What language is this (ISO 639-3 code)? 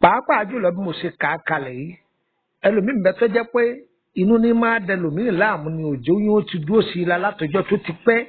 yor